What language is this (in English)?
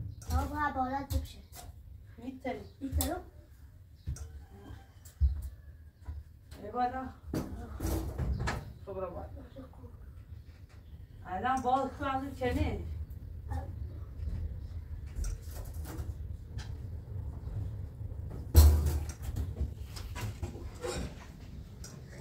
Persian